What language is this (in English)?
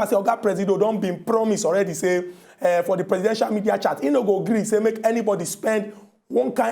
Nigerian Pidgin